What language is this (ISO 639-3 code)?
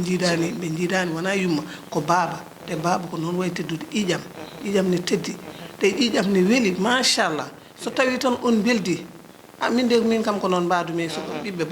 ful